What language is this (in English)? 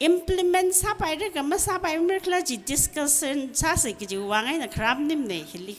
Tangkhul Naga (India)